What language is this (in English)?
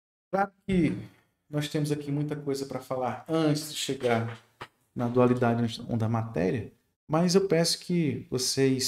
Portuguese